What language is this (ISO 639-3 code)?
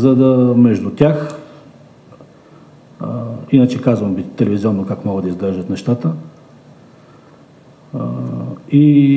bul